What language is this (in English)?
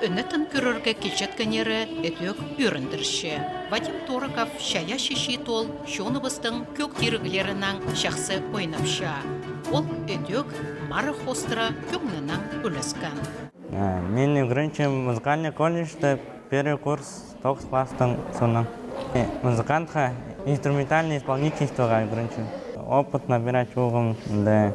Khakas